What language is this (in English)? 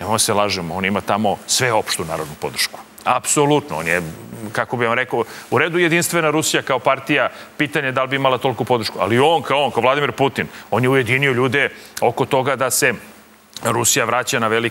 Serbian